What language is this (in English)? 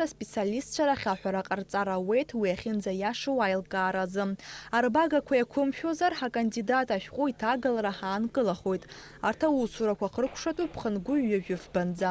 Abkhazian